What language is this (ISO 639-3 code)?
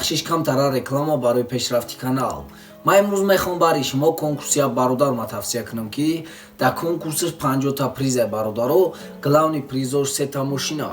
tgk